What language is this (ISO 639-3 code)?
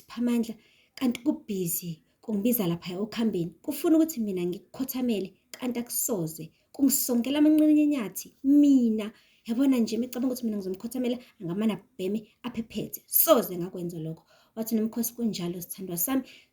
zul